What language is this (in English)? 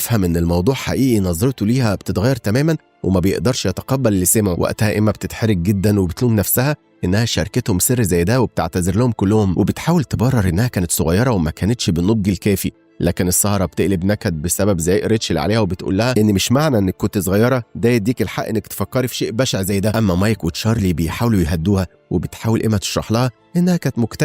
Egyptian Arabic